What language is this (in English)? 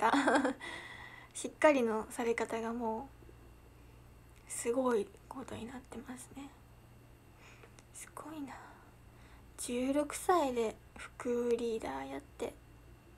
Japanese